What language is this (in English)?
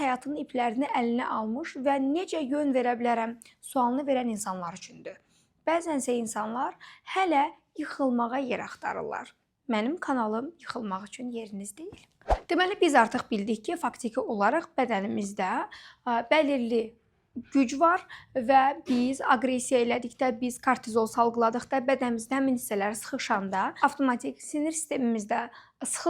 Azerbaijani